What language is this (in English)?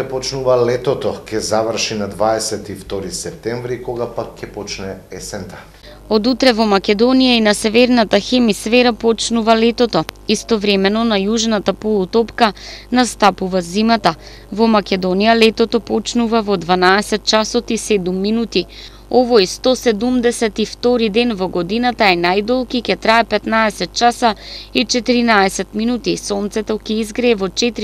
Macedonian